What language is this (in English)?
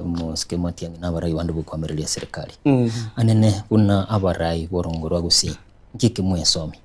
Gusii